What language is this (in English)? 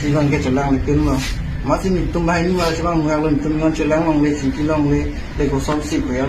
Karbi